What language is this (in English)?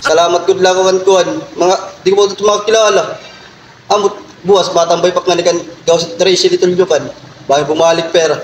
Waray